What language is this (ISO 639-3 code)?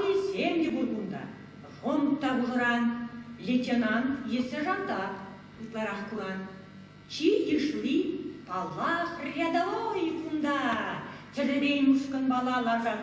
chv